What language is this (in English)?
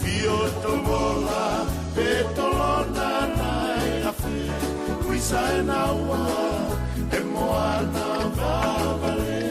Tongan